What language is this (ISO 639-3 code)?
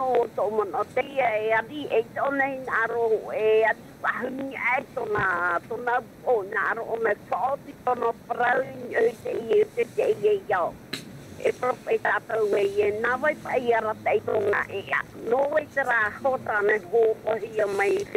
tah